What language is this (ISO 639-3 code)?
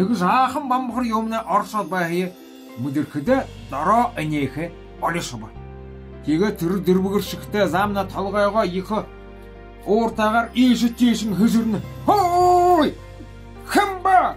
bua